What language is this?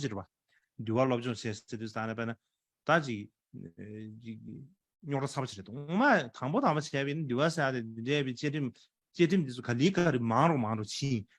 Tibetan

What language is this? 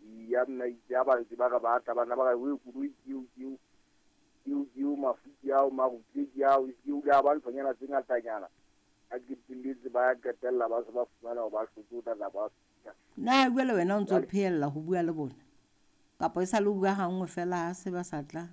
Southern Sotho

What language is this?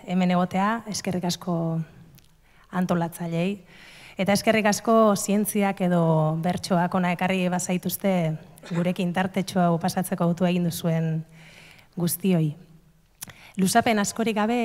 Basque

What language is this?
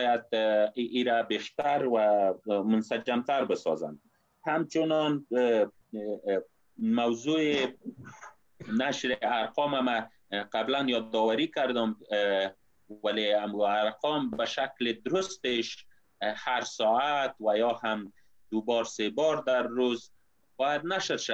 Persian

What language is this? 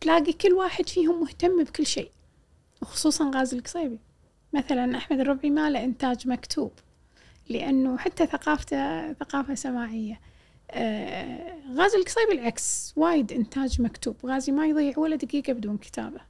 Gulf Arabic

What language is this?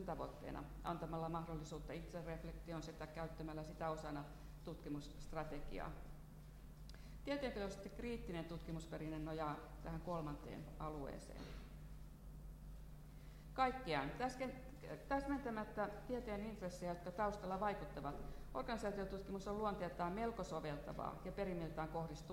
Finnish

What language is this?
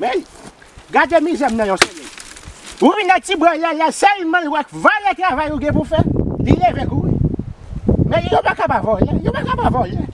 Haitian Creole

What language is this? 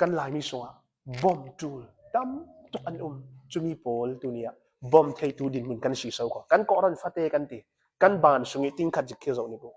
Hakha Chin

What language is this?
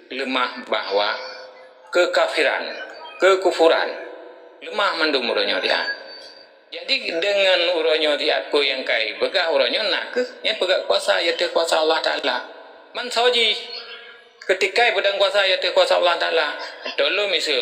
Achinese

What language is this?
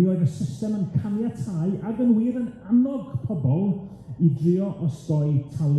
Welsh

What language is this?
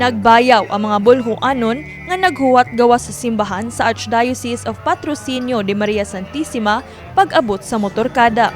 Cebuano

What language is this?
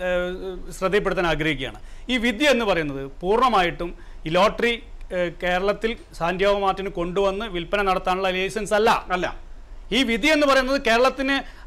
Malayalam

